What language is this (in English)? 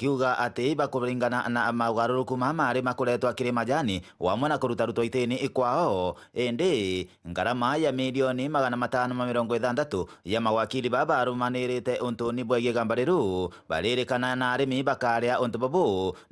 Meru